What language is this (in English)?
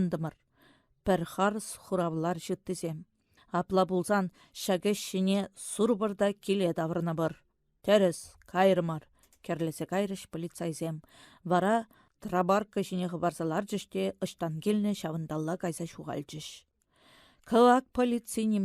Chuvash